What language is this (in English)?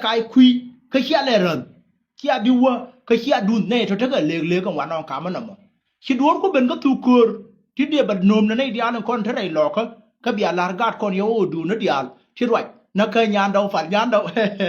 Nuer